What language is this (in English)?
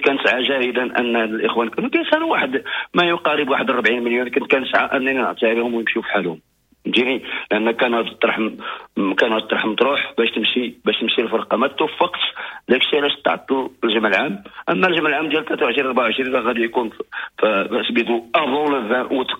Moroccan Arabic